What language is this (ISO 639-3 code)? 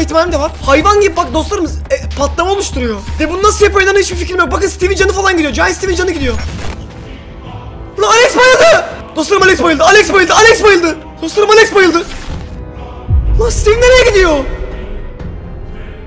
tur